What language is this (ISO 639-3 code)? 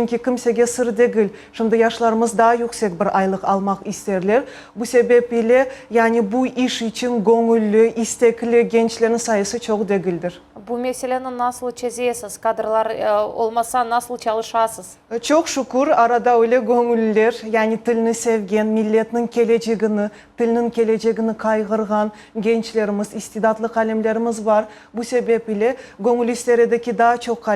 crh